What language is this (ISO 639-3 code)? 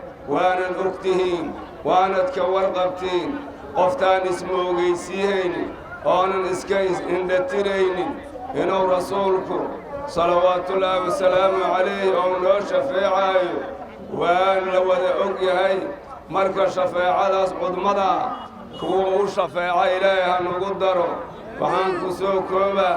som